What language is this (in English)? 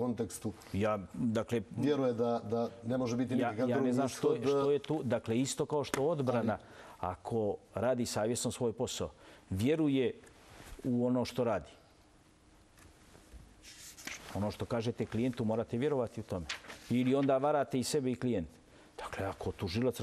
Bosnian